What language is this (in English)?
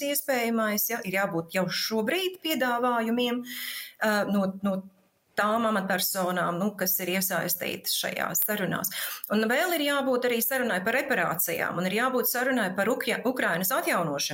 Latvian